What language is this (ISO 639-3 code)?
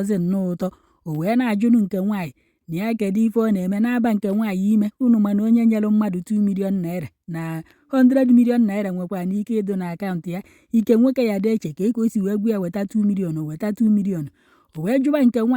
ibo